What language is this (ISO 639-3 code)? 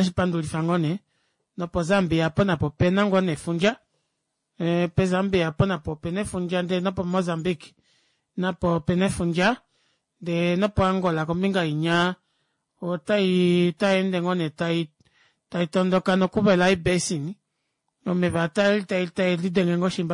kua